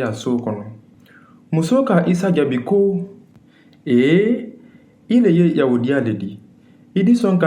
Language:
Mandingo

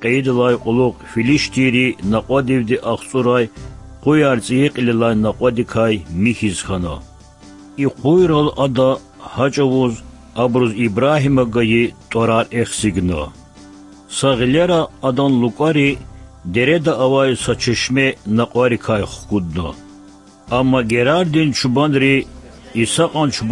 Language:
Lezghian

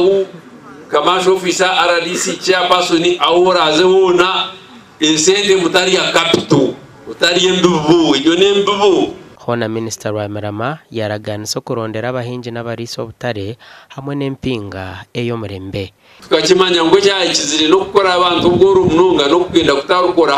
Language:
Nyankole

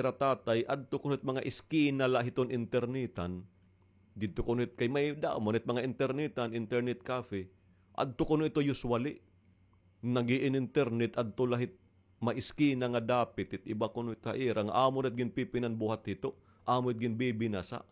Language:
Waray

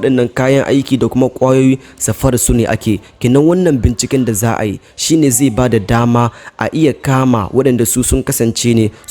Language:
Hausa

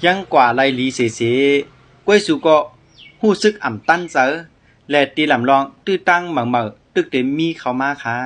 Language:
Shan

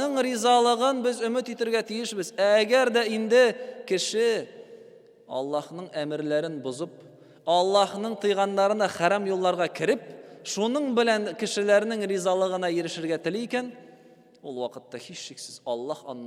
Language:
Tatar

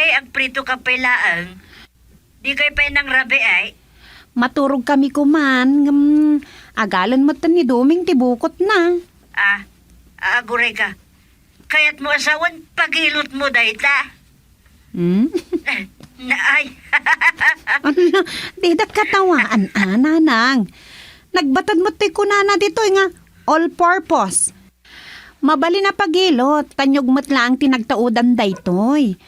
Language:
Iloko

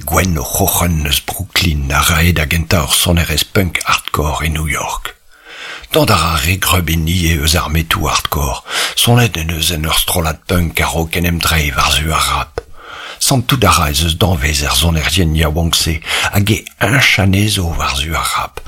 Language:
Breton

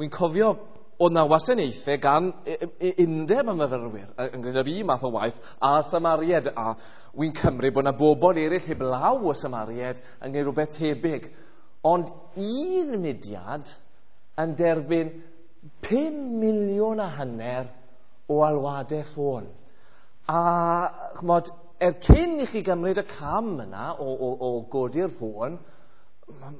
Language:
Welsh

